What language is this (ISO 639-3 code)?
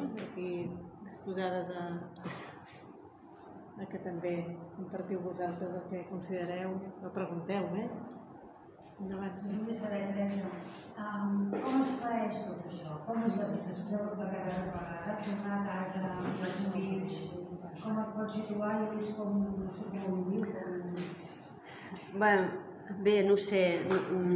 cat